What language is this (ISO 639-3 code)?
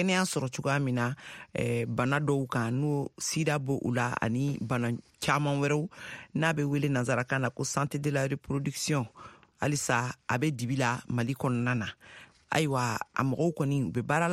bam